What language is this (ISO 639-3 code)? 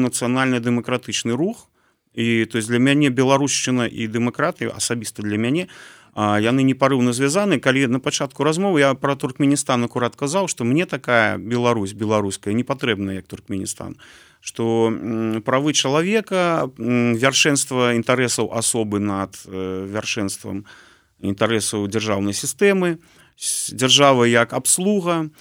bel